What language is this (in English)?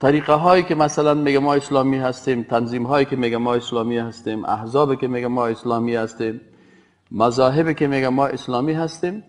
Persian